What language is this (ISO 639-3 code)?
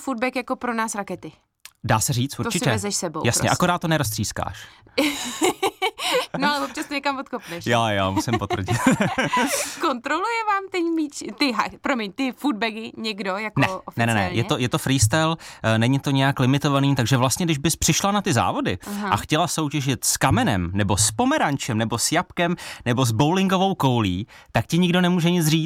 ces